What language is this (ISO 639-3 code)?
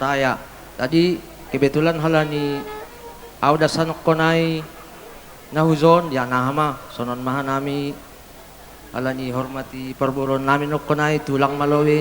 bts